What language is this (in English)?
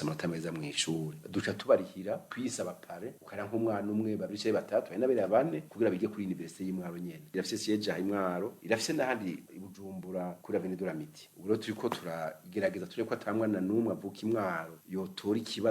Rundi